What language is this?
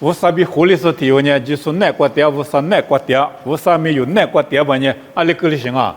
Lisu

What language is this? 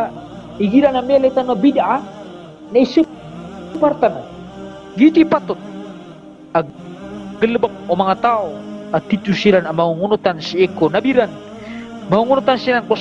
Maranao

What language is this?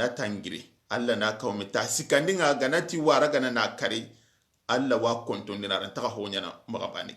Soninke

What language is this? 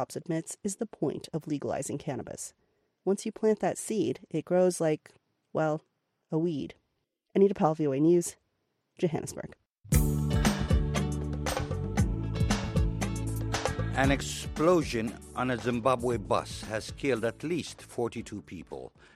English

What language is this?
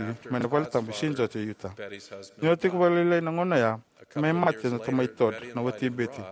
Fijian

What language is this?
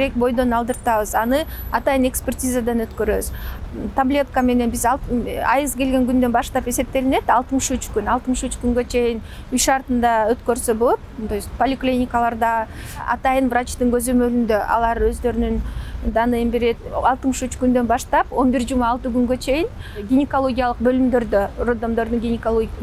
Kyrgyz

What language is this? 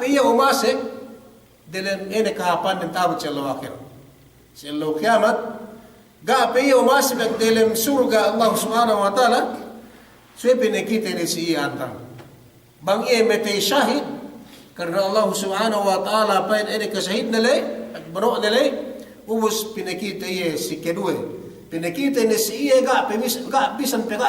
Yakan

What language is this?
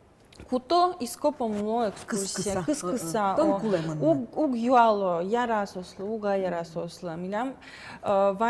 Udmurt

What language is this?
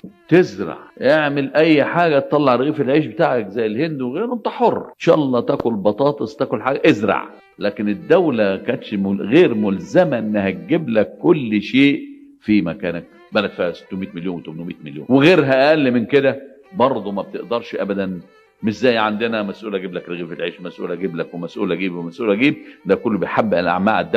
Egyptian Arabic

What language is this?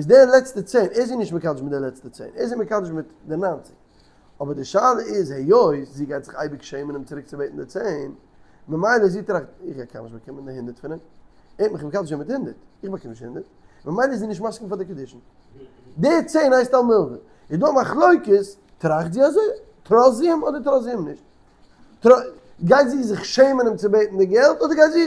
Yiddish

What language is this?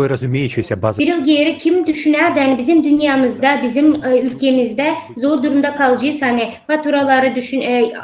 Gagauz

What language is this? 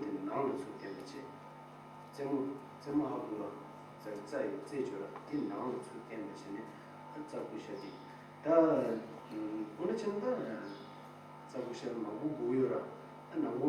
Tibetan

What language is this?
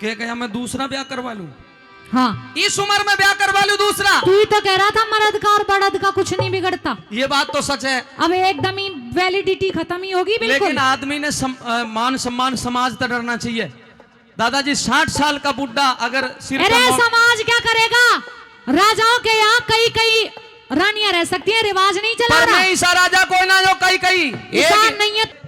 Haryanvi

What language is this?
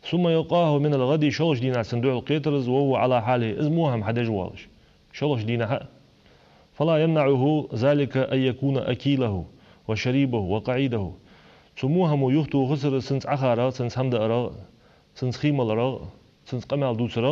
Ingush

